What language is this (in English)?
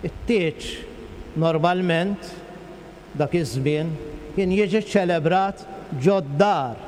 Maltese